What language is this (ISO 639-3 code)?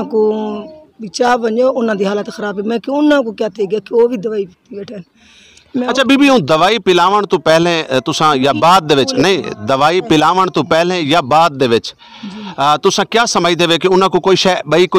skr